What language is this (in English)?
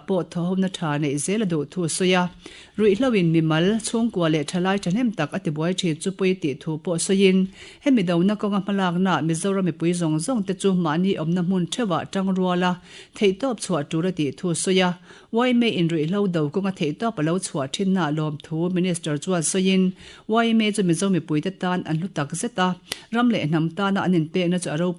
Mizo